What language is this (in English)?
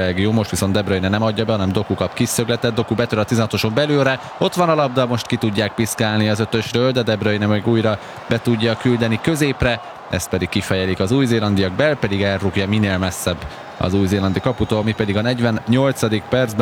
Hungarian